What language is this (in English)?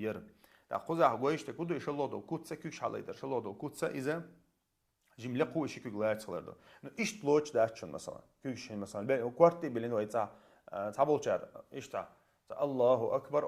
Chechen